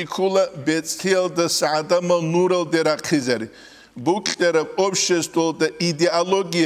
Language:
Avaric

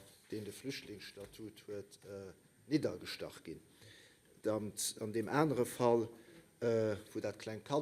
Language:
Luxembourgish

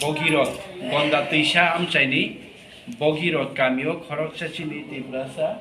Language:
Kok Borok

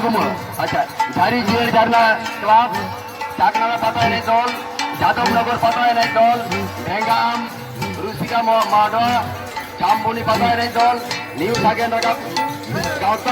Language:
Santali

